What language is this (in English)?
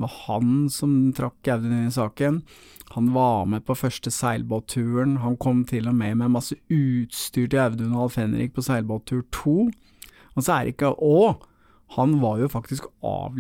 Norwegian